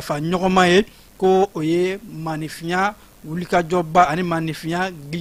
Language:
Bambara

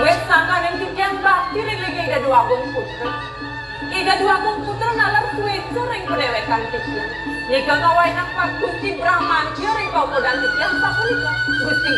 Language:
Balinese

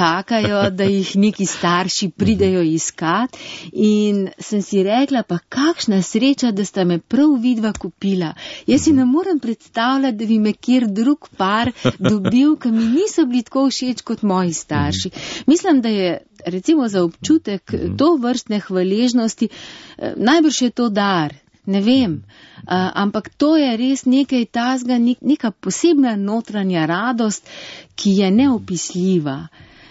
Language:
Slovenian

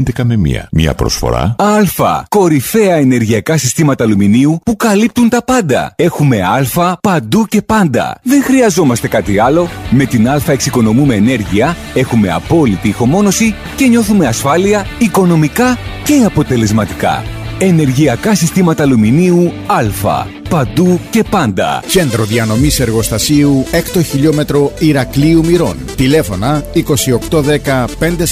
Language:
Greek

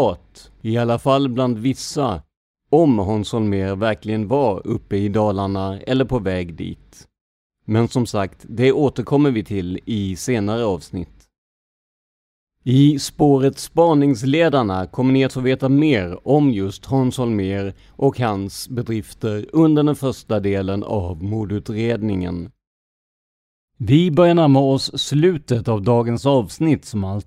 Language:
Swedish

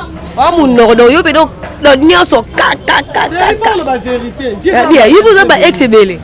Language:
Lingala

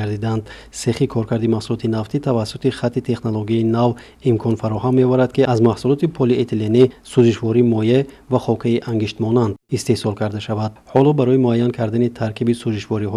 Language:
Tajik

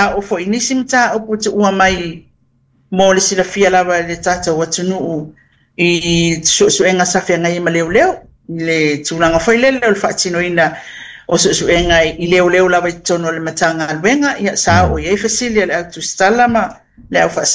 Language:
Samoan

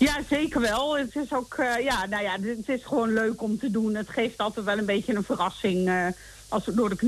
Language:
Dutch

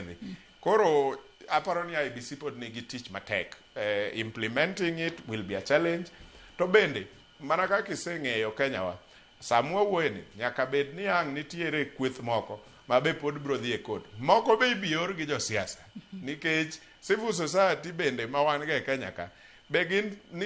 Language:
Luo (Kenya and Tanzania)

